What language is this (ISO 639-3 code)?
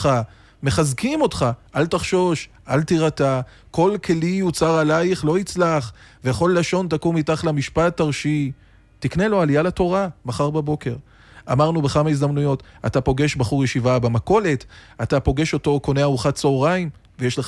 heb